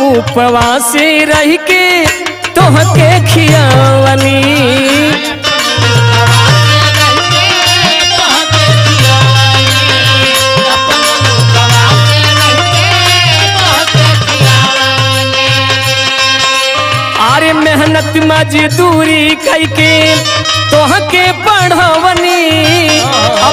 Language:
Bhojpuri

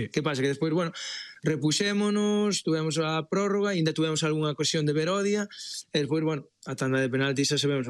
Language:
Galician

